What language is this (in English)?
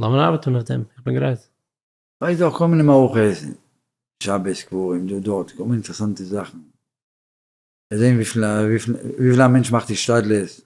Yiddish